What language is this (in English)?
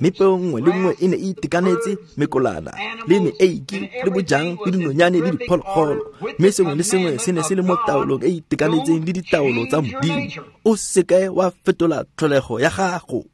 Tswana